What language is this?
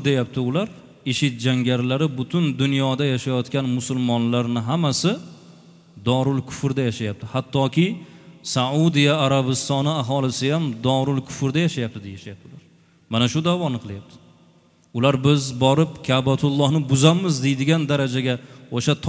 Uzbek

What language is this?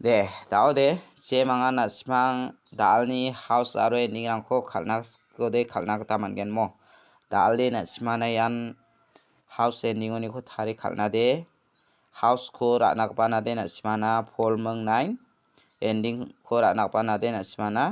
Garo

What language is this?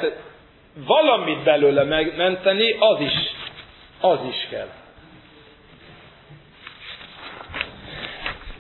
Hungarian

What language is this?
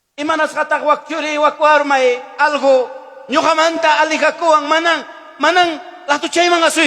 Ayacucho Quechua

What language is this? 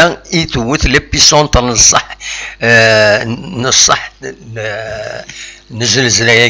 Kabyle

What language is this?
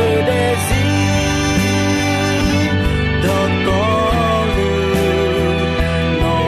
Akha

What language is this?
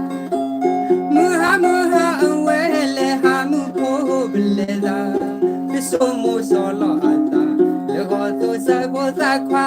S'gaw Karen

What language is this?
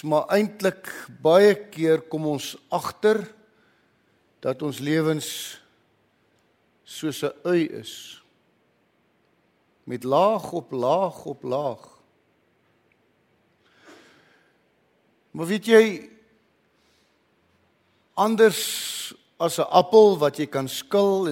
Afrikaans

